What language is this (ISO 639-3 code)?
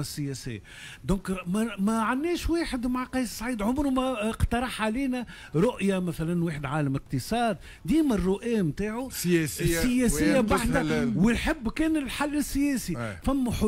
aeb